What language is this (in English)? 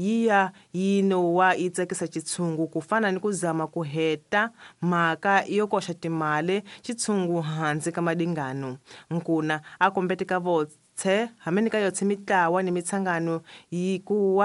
Tsonga